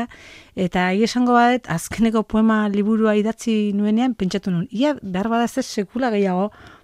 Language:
Basque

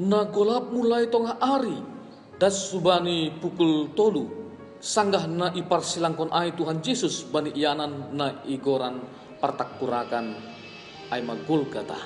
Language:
Batak Simalungun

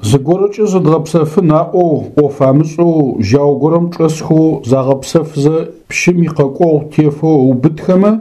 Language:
Adyghe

